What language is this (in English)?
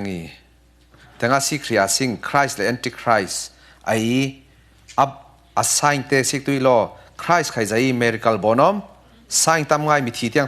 Falam Chin